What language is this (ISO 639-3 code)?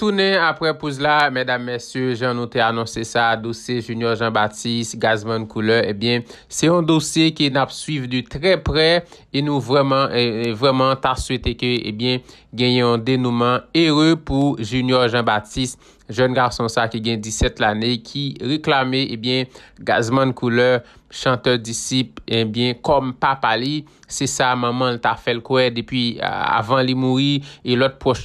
hat